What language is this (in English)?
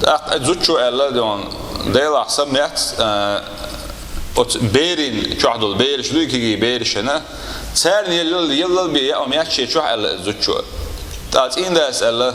Chechen